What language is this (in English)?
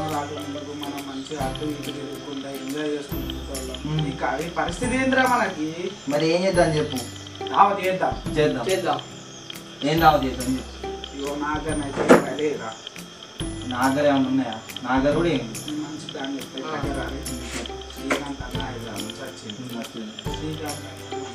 Telugu